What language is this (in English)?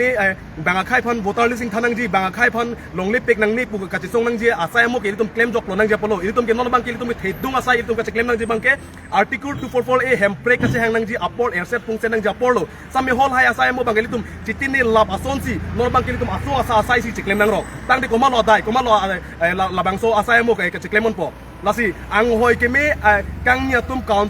Karbi